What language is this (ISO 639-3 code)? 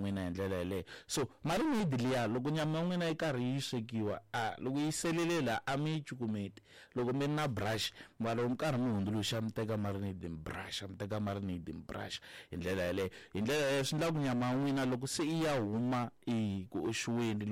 tso